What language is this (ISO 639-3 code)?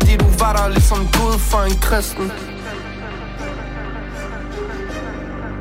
dan